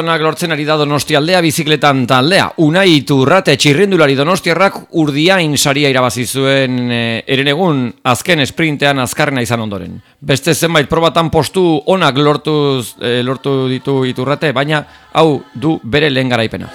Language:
Basque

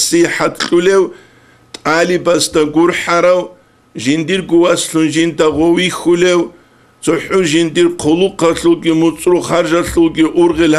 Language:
Avaric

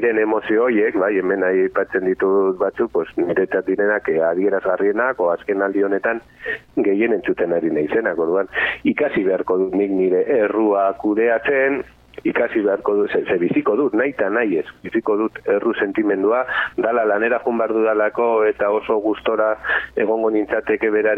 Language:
Basque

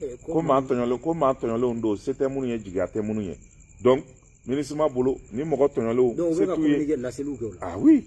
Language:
Bambara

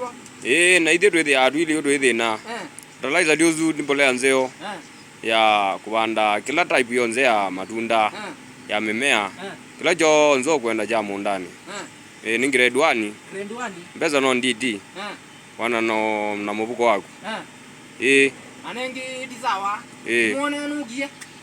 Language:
Kamba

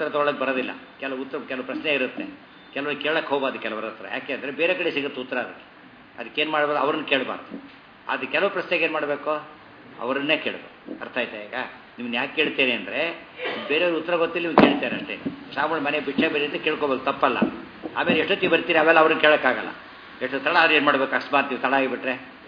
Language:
Kannada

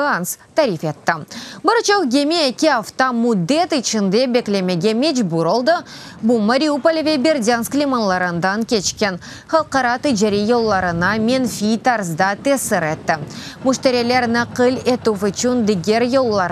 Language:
Crimean Tatar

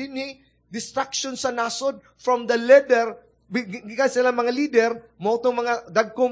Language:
Cebuano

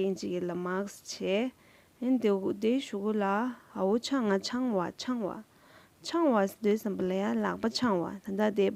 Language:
Tibetan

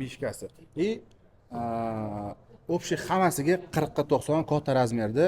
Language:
Uzbek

